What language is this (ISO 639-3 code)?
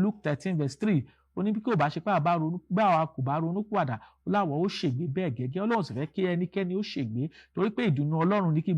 yor